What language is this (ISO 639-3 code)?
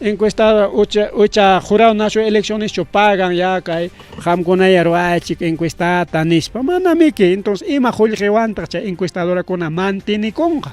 quy